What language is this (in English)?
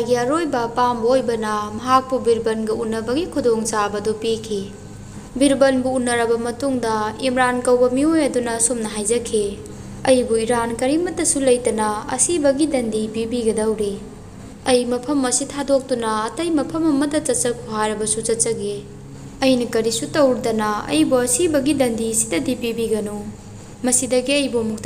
Manipuri